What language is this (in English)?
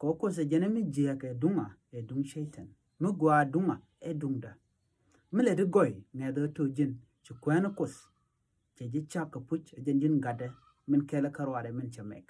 Nuer